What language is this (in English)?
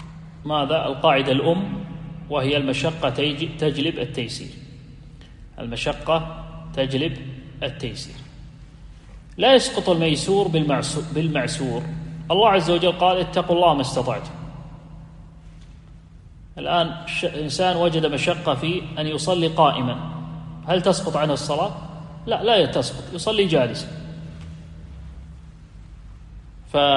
Arabic